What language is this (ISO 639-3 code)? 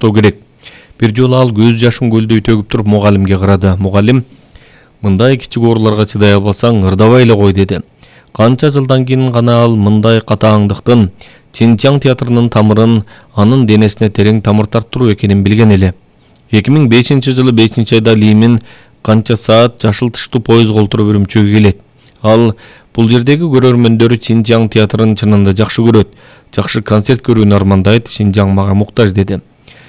kir